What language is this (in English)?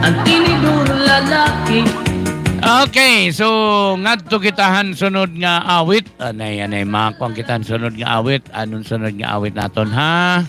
Waray